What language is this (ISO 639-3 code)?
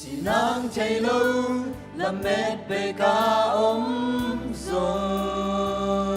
ctd